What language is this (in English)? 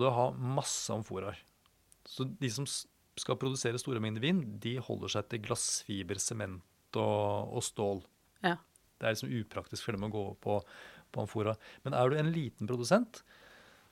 Norwegian